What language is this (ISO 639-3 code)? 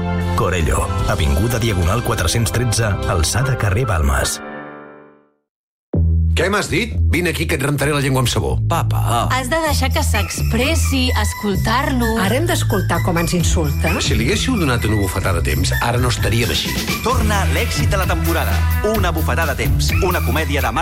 cat